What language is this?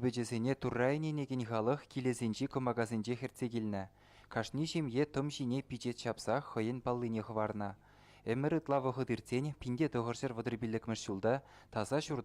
Chuvash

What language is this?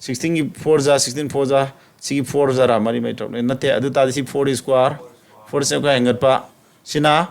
Manipuri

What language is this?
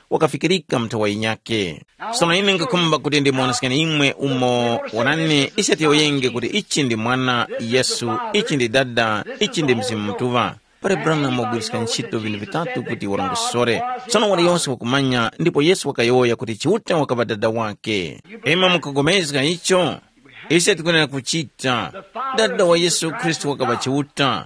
Tumbuka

